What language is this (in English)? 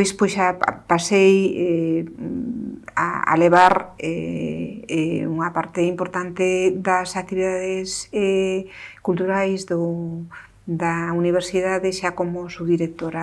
Galician